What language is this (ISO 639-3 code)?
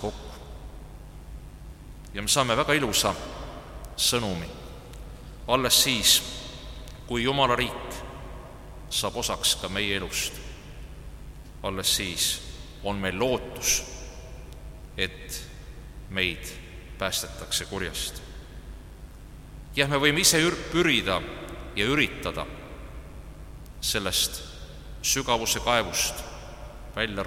est